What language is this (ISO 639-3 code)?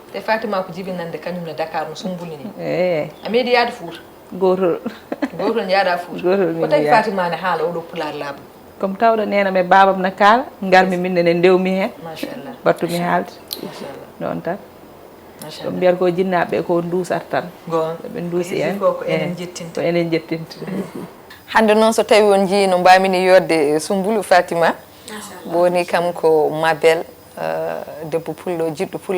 ful